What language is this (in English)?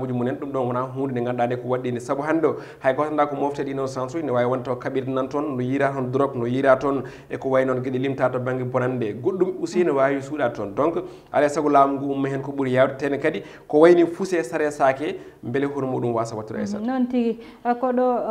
Fula